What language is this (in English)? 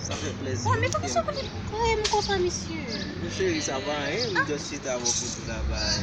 Haitian Creole